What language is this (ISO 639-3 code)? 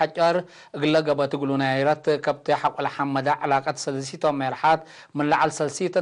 tig